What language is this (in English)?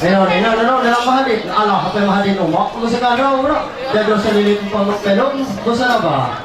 Ma'anyan